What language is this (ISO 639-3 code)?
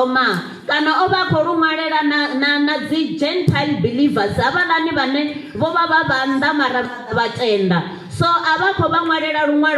ven